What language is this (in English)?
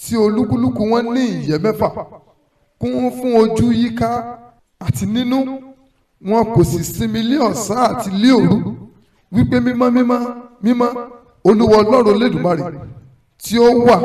Yoruba